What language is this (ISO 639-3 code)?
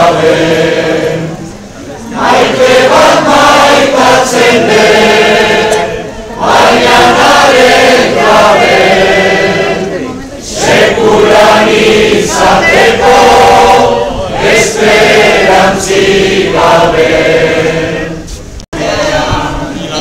eus